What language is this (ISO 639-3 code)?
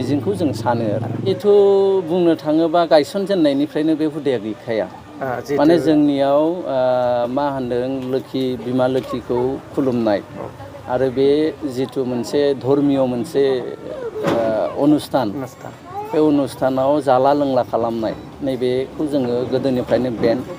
brx